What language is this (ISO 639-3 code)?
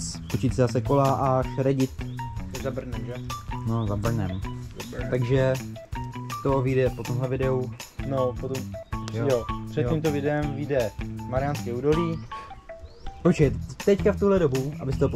ces